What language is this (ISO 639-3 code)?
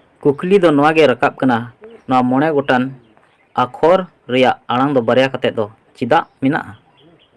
sat